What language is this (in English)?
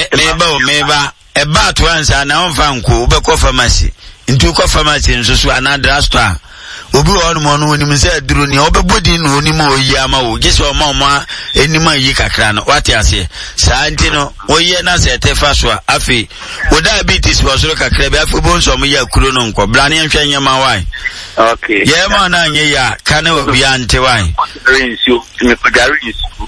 Akan